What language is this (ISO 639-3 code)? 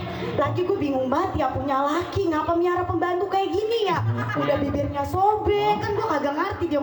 bew